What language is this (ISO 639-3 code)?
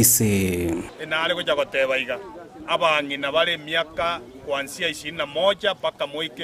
guz